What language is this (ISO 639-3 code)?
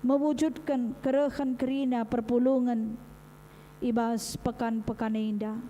btx